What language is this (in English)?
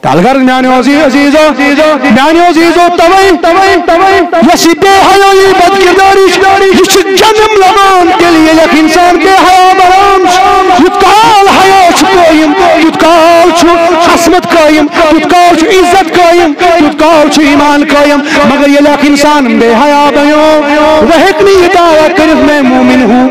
Kashmiri